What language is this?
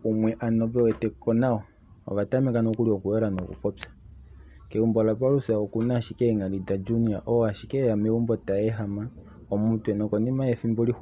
Kuanyama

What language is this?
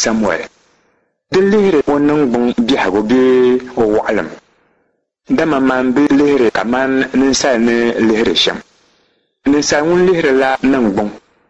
Dagbani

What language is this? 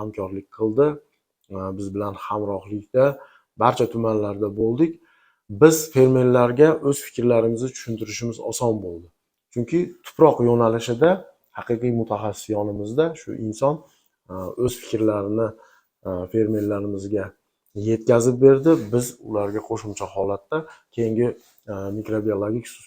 Uzbek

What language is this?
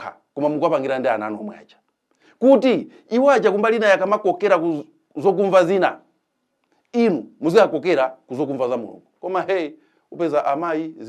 Nyanja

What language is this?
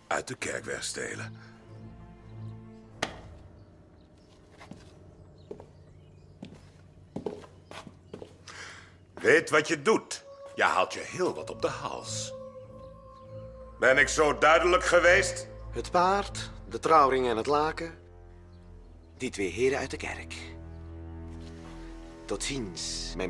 Dutch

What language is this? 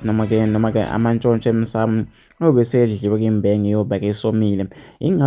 Zulu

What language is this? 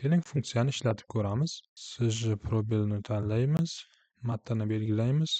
Uzbek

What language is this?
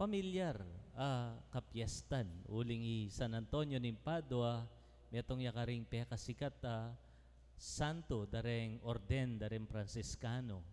Pampanga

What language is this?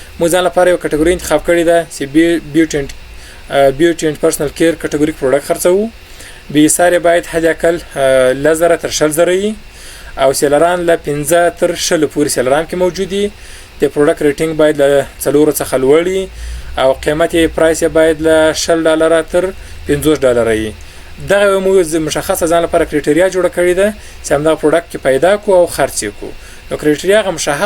Pashto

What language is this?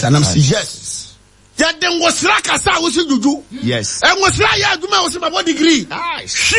Akan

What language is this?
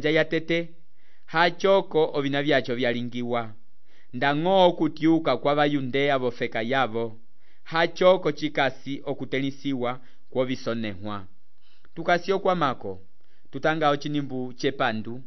Umbundu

